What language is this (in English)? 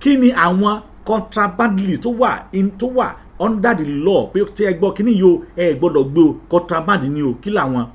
Yoruba